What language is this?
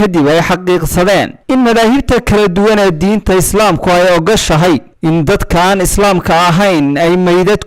Somali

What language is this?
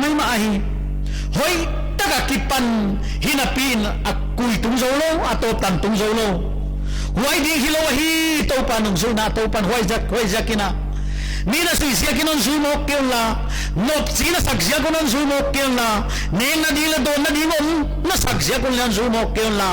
Paite Chin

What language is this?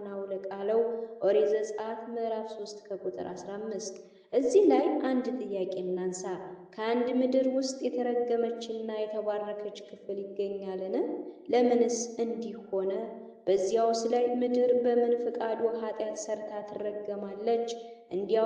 Amharic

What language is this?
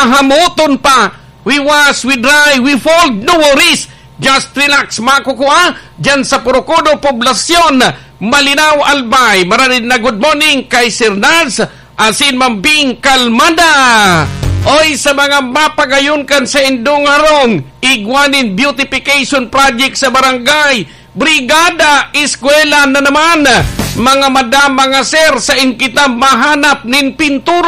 Bikol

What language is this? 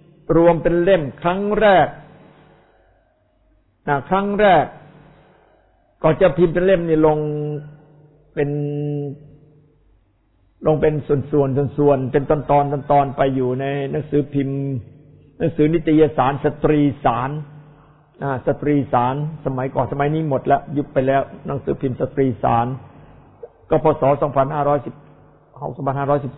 Thai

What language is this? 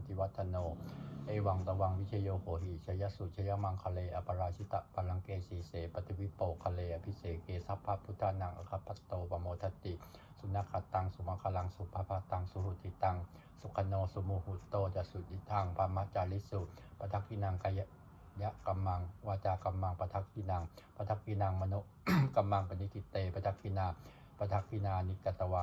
Pali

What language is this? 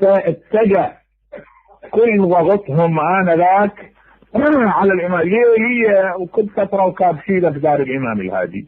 Mesopotamian Arabic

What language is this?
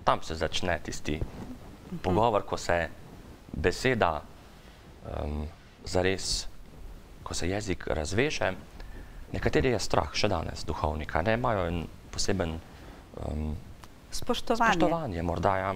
Slovenian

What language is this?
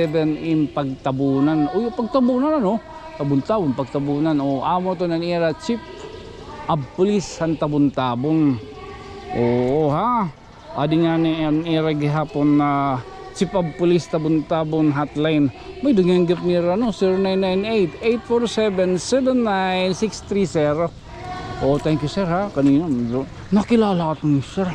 Waray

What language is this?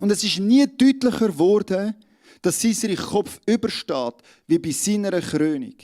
Swiss German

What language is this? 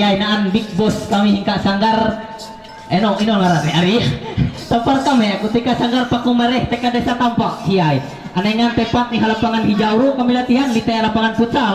Ma'anyan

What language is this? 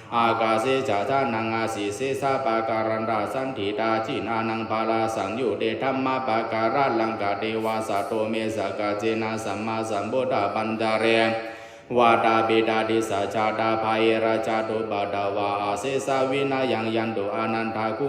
Pali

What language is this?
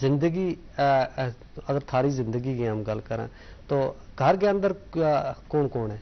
Gujari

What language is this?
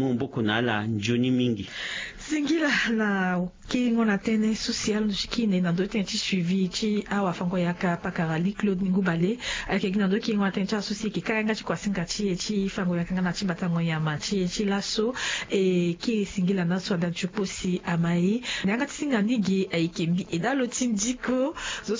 Sango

